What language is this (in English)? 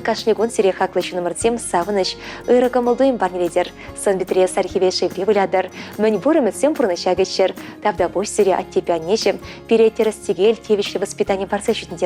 Chuvash